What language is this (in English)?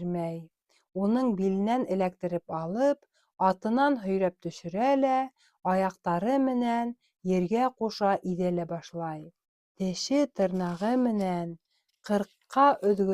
Bashkir